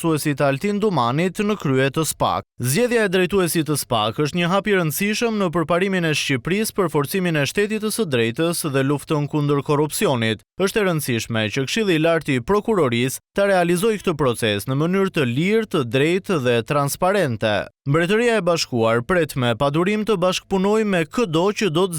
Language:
Albanian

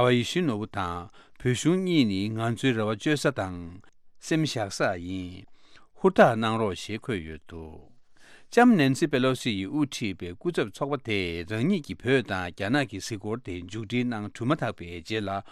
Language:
Tibetan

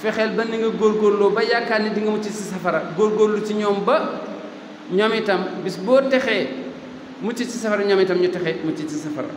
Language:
Wolof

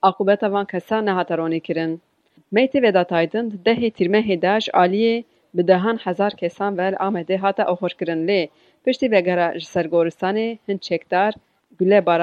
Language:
Kurdish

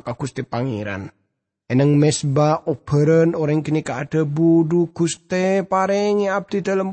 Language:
Madurese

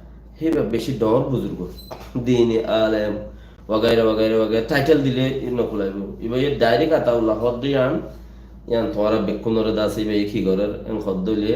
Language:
Rohingya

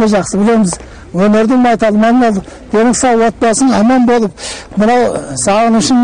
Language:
Kazakh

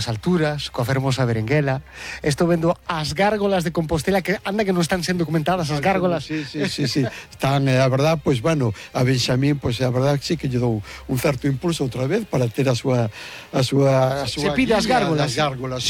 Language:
Galician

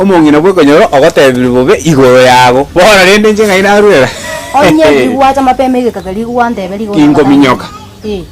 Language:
Gusii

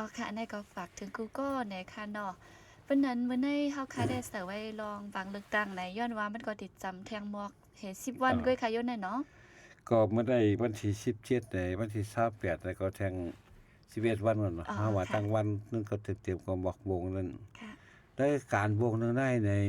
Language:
Shan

